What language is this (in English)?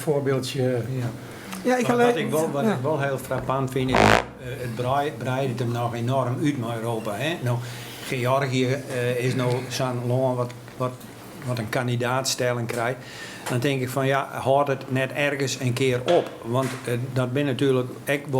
Western Frisian